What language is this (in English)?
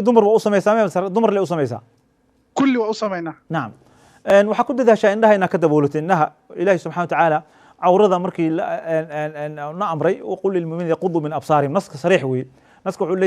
Somali